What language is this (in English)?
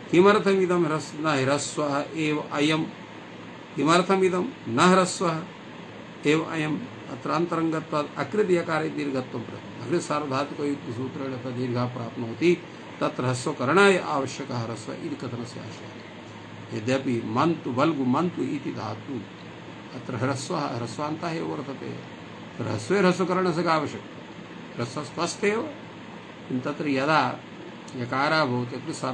Sanskrit